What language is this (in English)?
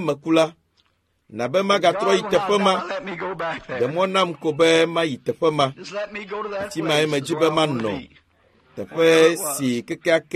Ewe